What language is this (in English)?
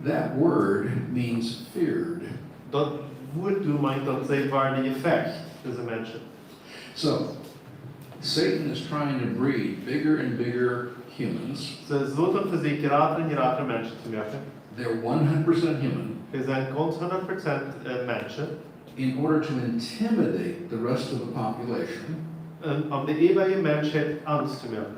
Plautdietsch